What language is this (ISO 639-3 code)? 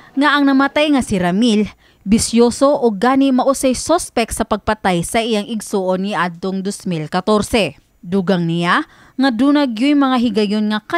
ceb